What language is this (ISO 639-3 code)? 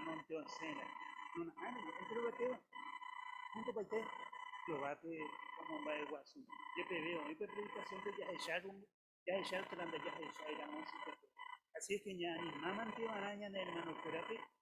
grn